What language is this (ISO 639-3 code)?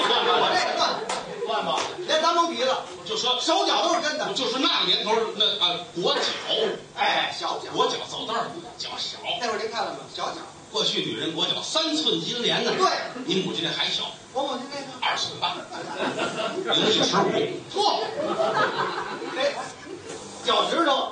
zho